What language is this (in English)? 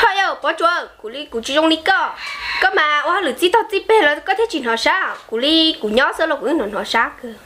Hmong